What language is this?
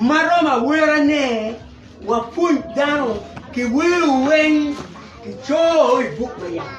Acoli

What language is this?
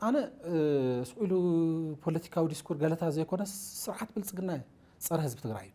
Tigrinya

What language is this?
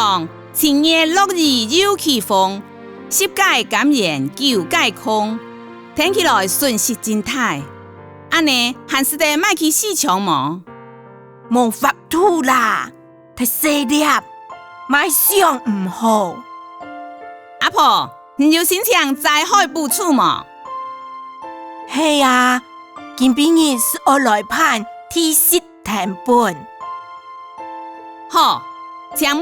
Hakka Chinese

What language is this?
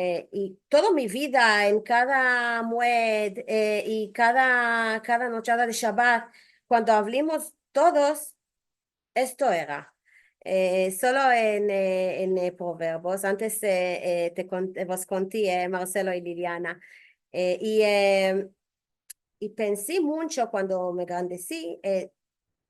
Ladino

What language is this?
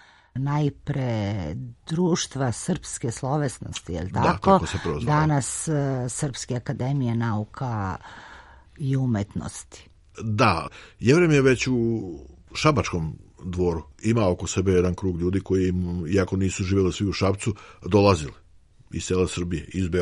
Serbian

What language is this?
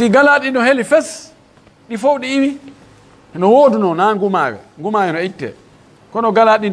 Pular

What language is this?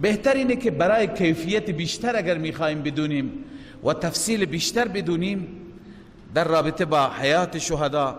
Persian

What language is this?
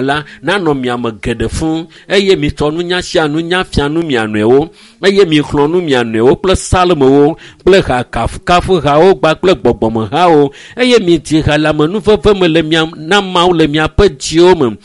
Ewe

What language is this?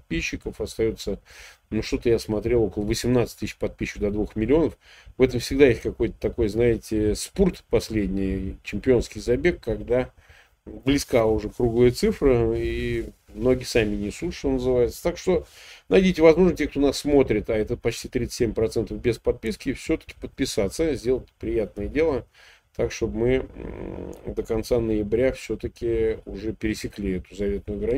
Russian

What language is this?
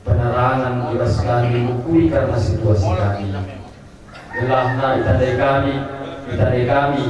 Batak Karo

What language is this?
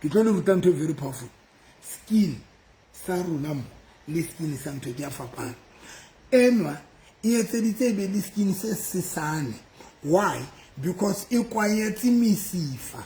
Southern Sotho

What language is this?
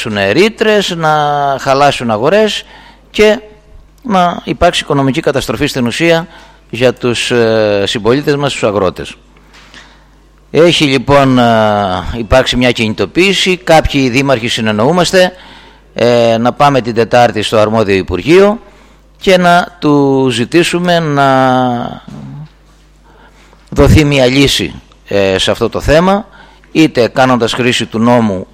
Greek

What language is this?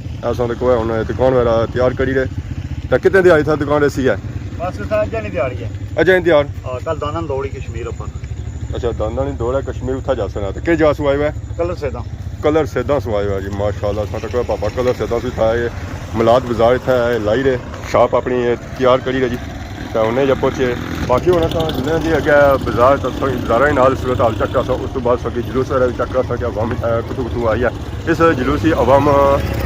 Pahari-Potwari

